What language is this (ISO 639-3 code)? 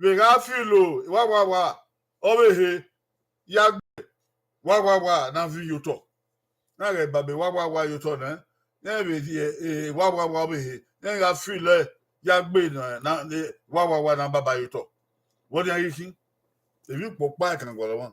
bin